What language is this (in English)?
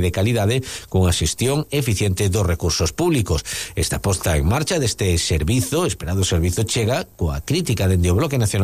Galician